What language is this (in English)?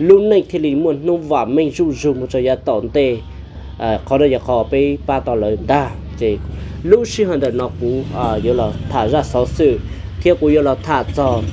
Hmong